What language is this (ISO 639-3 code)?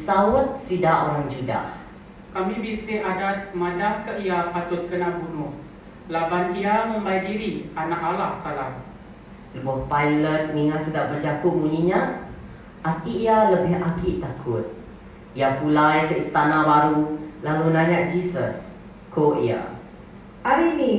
iba